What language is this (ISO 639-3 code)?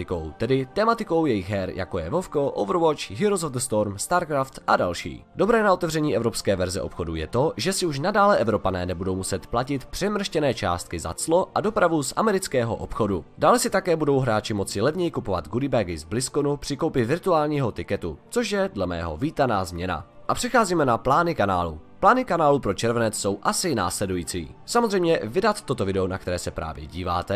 ces